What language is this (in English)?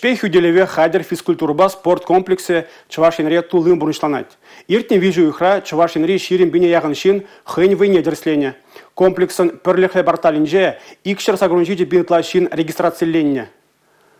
Chuvash